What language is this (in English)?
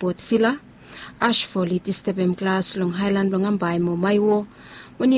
Bislama